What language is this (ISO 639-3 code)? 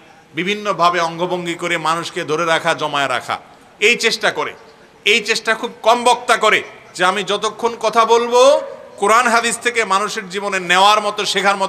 ben